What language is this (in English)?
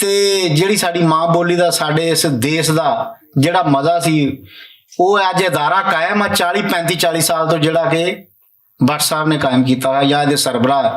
Western Panjabi